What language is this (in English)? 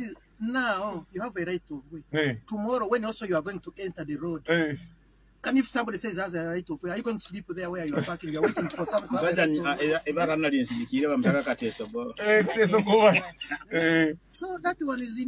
Nyoro